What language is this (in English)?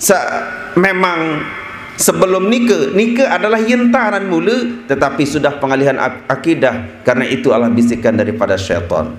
Sasak